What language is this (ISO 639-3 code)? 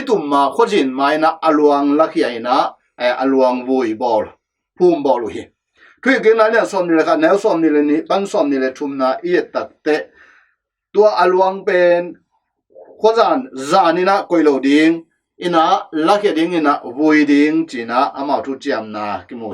ctd